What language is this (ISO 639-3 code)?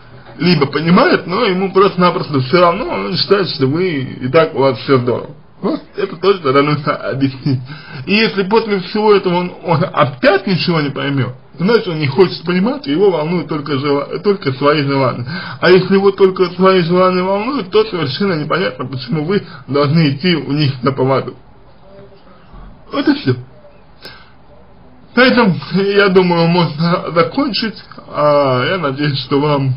rus